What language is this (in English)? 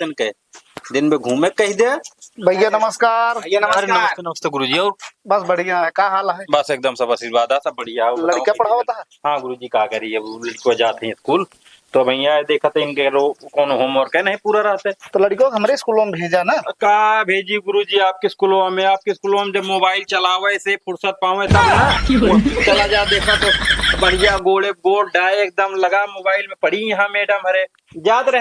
Awadhi